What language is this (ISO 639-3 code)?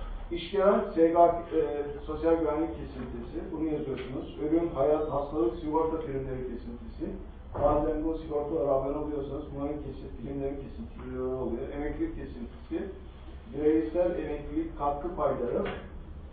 tur